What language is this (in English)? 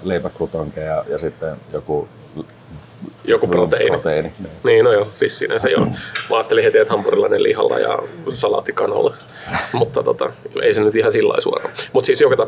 Finnish